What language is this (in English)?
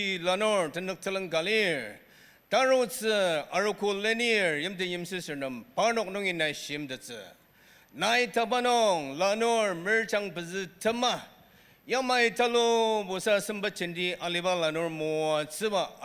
Ao Naga